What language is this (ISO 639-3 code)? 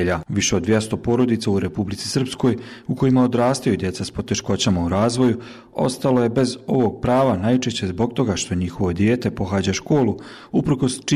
bos